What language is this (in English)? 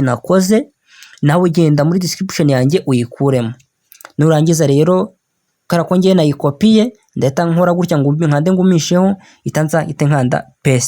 Kinyarwanda